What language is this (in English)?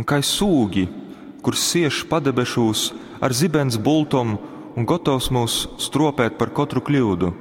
Latgalian